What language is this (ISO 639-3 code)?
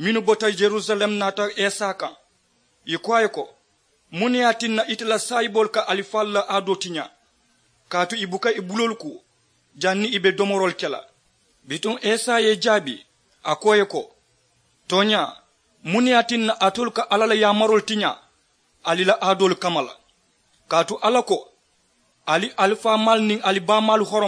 man